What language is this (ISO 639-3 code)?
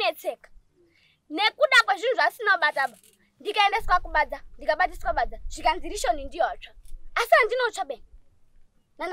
sna